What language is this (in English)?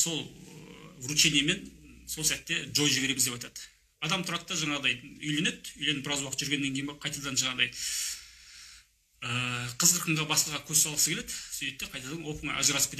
Kazakh